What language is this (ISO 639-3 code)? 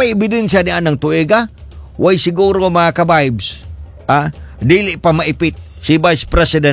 ceb